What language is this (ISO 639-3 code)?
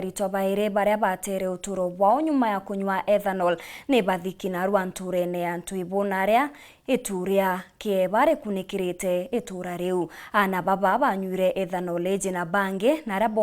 mer